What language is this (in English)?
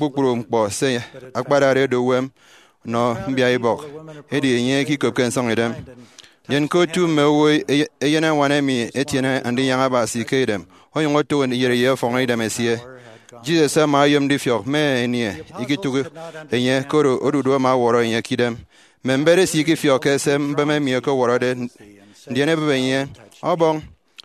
Efik